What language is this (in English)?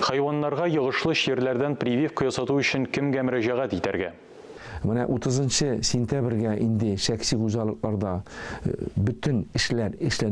Tatar